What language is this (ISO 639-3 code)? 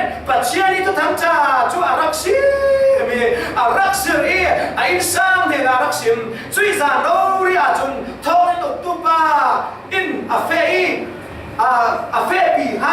cfm